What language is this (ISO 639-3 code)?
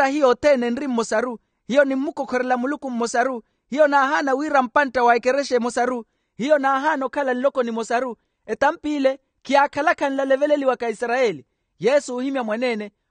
vmw